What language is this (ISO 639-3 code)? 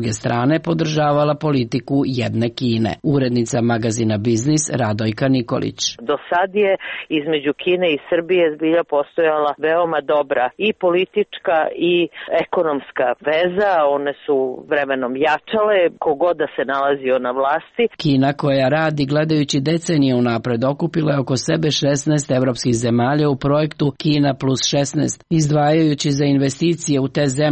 srp